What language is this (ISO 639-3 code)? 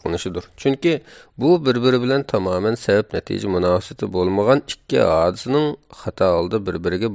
uig